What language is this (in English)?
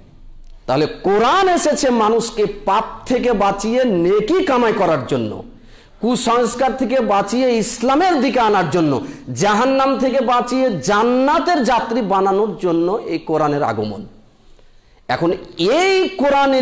Bangla